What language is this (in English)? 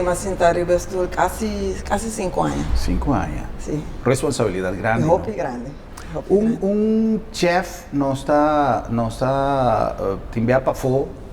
Papiamento